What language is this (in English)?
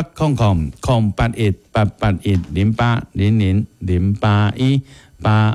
Min Nan Chinese